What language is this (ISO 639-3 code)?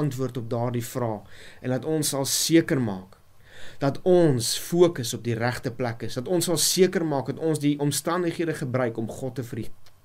afr